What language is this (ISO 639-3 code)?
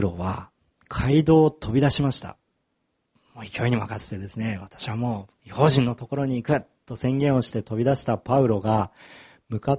jpn